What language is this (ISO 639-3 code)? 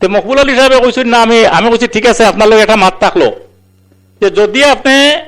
syl